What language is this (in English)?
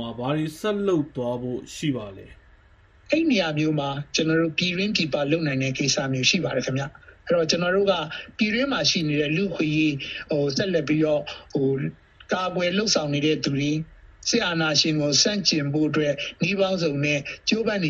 Burmese